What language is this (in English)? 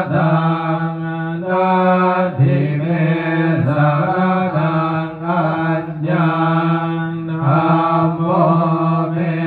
Pali